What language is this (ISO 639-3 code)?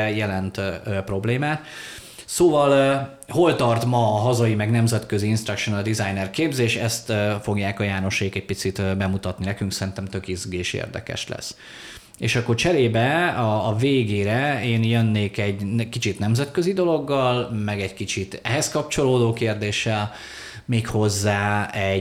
hun